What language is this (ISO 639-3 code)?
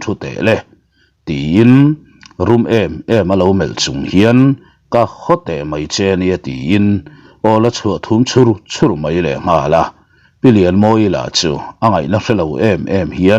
lus